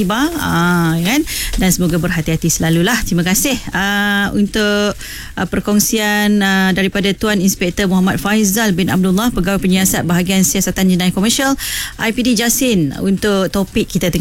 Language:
Malay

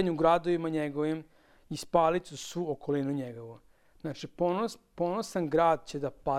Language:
Serbian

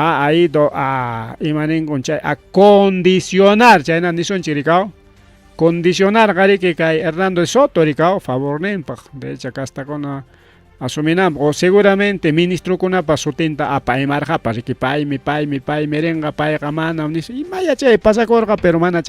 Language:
Ayacucho Quechua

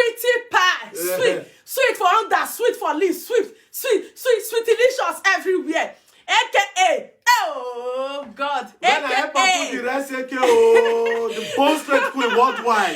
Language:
Nigerian Pidgin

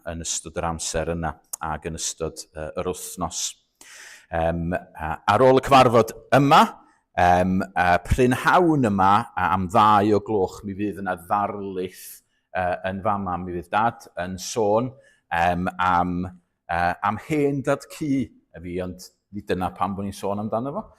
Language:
Welsh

